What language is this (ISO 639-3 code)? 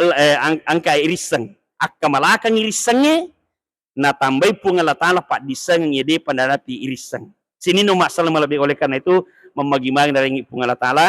bug